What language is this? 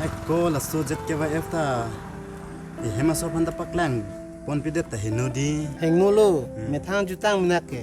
Karbi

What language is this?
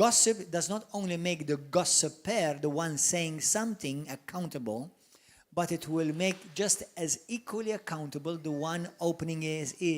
English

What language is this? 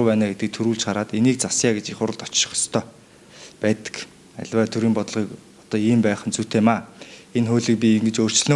Mongolian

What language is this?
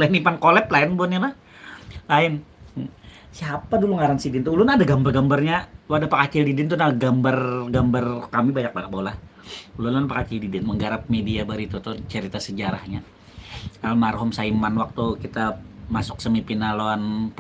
Banjar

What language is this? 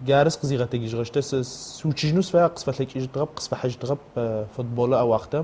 Adyghe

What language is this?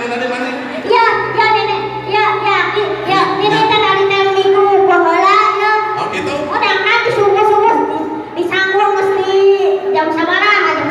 Sundanese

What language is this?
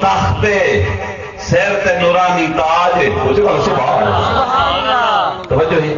Saraiki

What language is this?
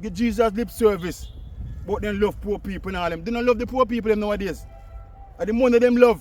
Jamaican Creole English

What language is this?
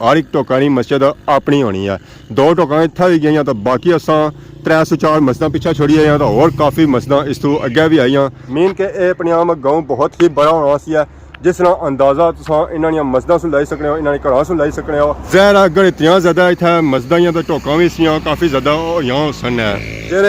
Pahari-Potwari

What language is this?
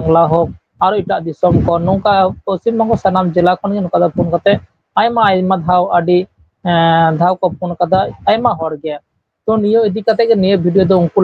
Santali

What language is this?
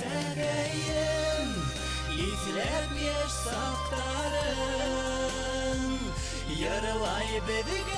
Bashkir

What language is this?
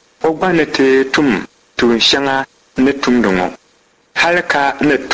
Dagbani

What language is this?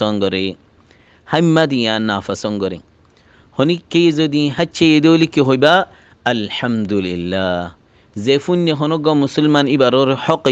Rohingya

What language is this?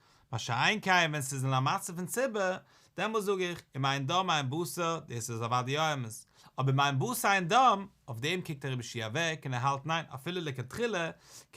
Yiddish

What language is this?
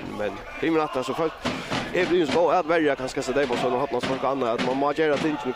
Faroese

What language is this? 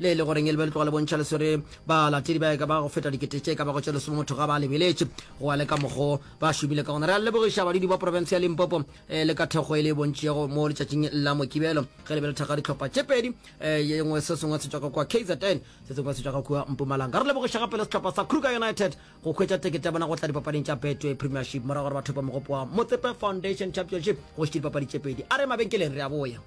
Northern Sotho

